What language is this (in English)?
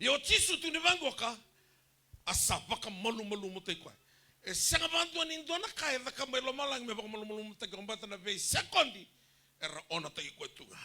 Fijian